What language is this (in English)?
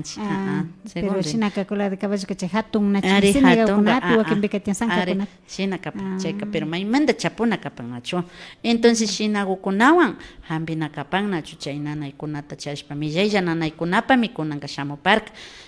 Imbabura Highland Quichua